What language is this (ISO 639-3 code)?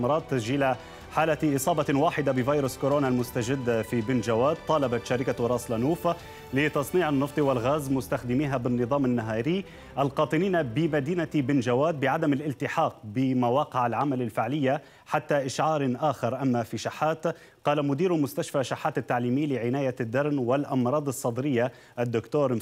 ara